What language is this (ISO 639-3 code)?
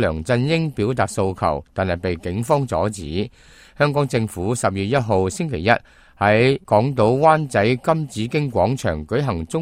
yue